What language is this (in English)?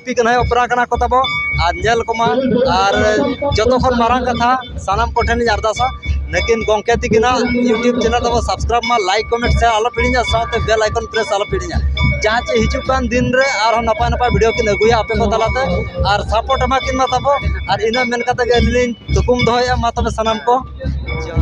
Santali